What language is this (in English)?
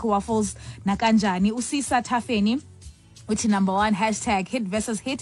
Xhosa